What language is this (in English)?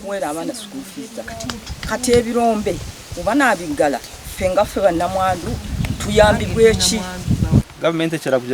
Nyankole